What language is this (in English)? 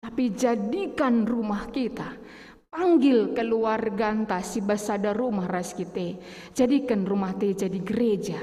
Batak Karo